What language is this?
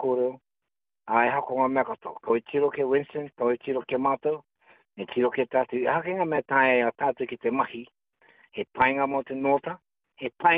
Māori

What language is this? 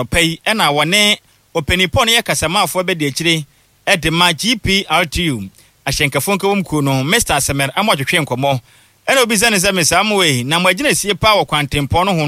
Akan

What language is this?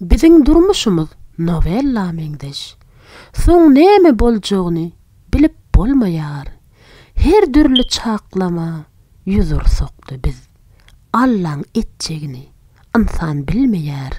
Turkmen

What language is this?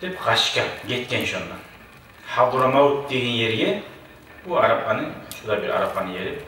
Kumyk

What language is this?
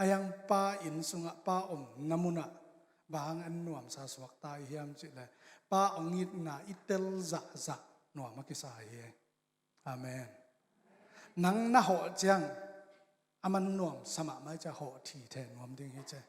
Tedim Chin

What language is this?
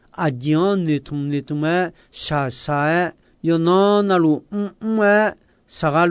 Akha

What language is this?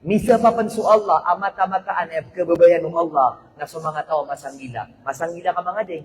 Maranao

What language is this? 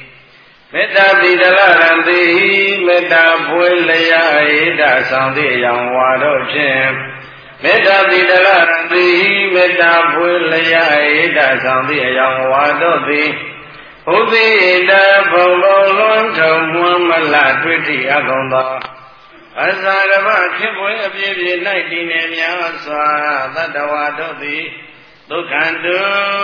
Burmese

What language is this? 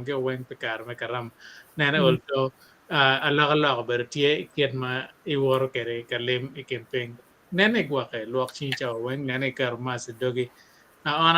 Acoli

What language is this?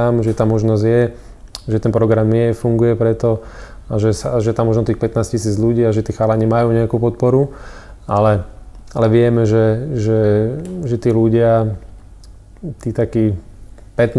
Slovak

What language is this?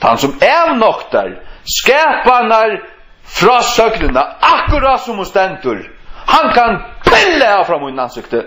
Faroese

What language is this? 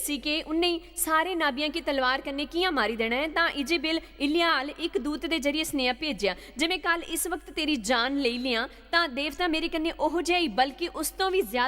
Dogri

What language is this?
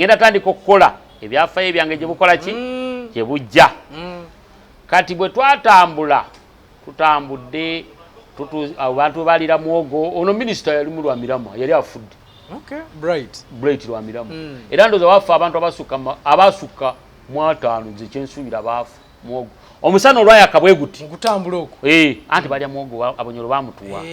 Ganda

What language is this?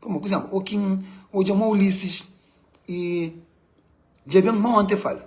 Kabuverdianu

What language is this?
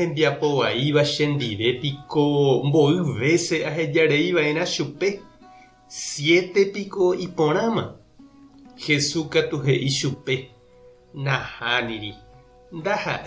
Guarani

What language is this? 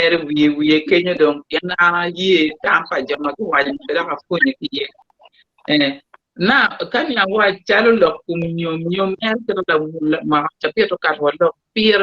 Acoli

